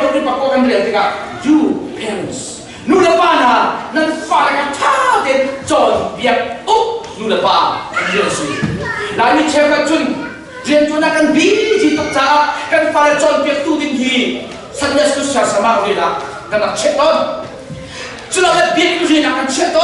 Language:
Hakha Chin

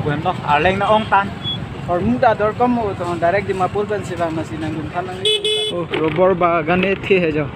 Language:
Karbi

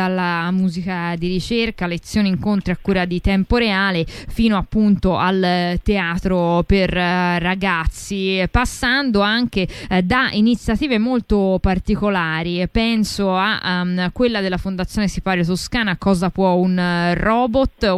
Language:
Italian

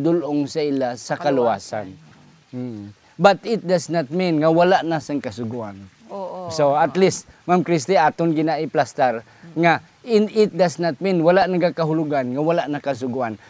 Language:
Hiligaynon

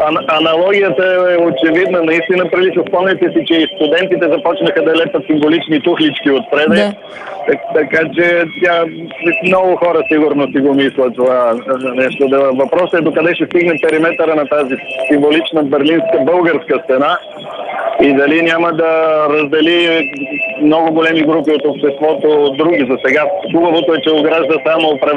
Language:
Bulgarian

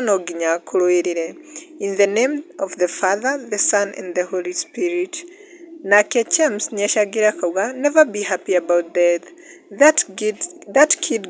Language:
Kikuyu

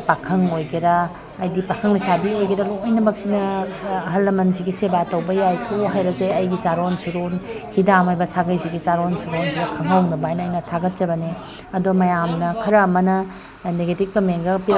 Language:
Manipuri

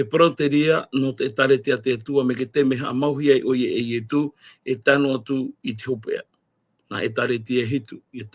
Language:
Tahitian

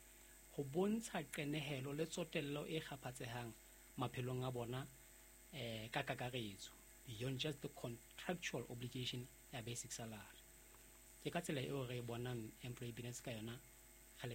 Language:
Southern Sotho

